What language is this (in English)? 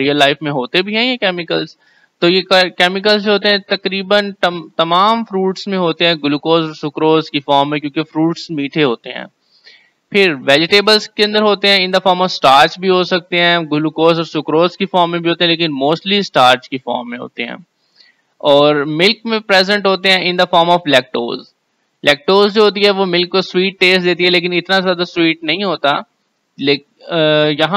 Hindi